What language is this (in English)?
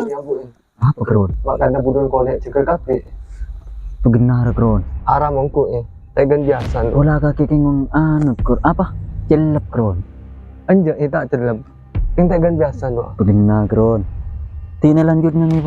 Madurese